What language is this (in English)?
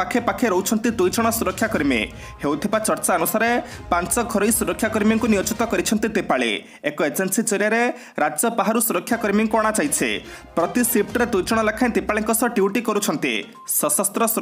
Odia